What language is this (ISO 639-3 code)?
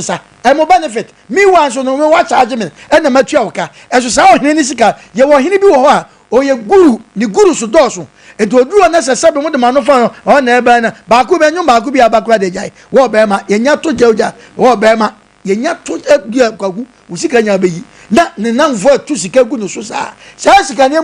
aka